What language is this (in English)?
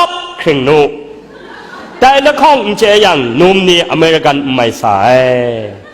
Kachin